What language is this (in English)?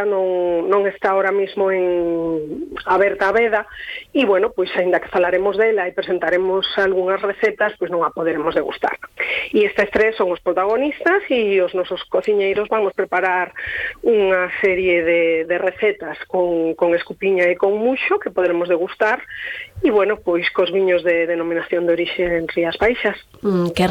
Galician